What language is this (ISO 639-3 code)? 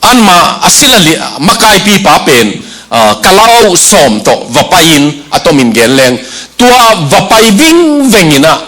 ctd